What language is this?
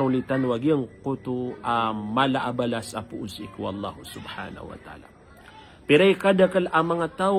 Maranao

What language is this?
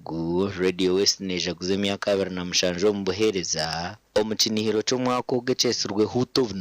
Nyankole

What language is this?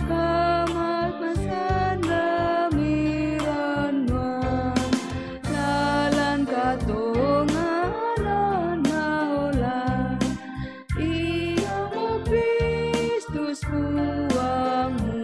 Toraja-Sa'dan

